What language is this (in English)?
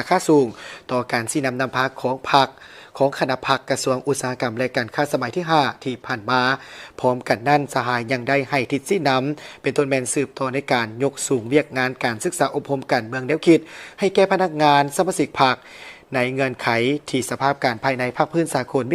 Lao